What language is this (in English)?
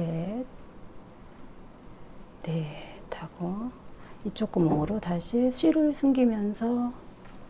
Korean